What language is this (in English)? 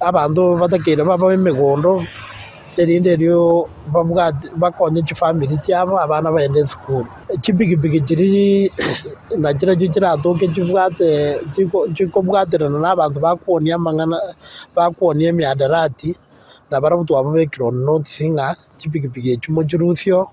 Gusii